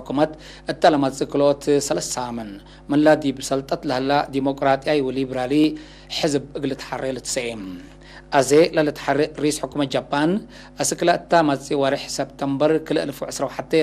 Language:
Tigre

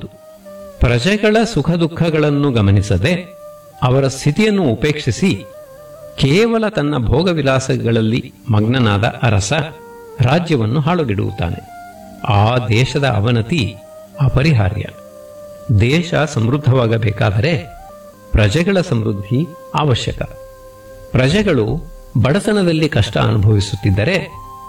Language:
Kannada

